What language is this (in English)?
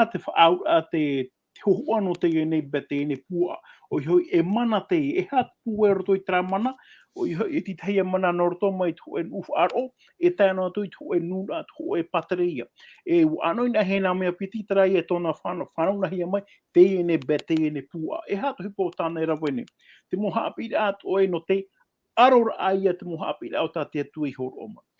Tahitian